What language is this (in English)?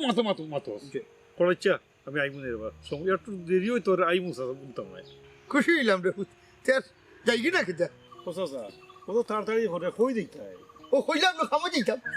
Sylheti